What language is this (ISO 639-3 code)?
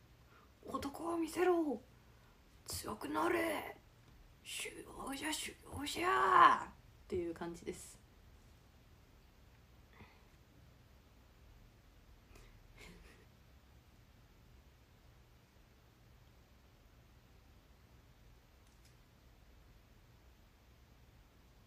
jpn